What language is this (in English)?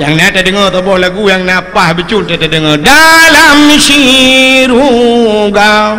Achinese